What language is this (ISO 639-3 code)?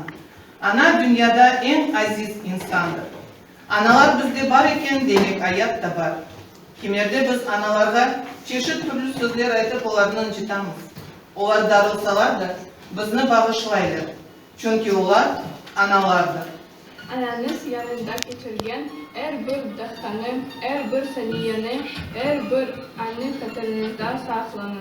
crh